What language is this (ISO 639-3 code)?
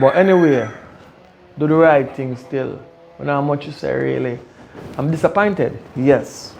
jam